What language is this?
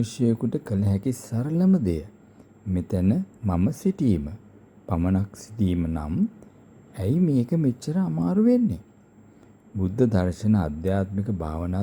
Sinhala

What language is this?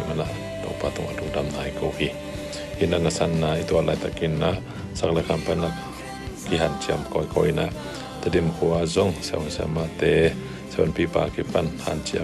Tedim Chin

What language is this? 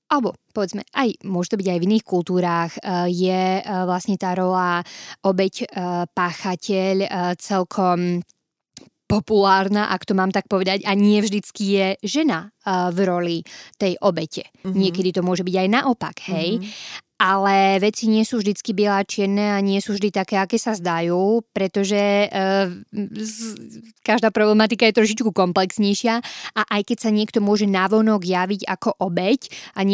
Slovak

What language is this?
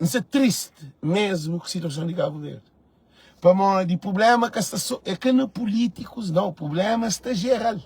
Kabuverdianu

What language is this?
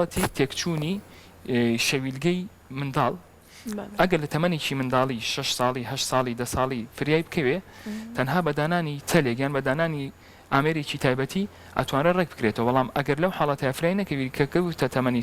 Central Kurdish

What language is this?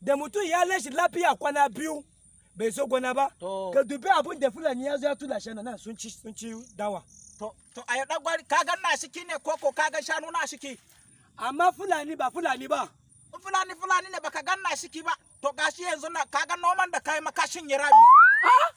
Hausa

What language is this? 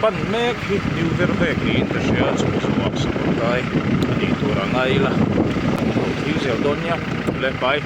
Mizo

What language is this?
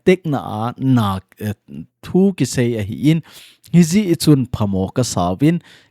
Thado Chin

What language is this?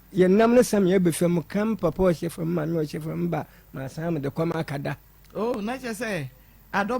Akan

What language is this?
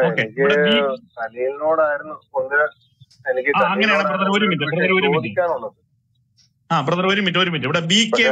Malayalam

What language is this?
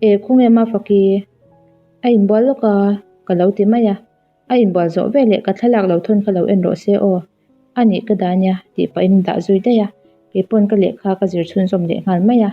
Mizo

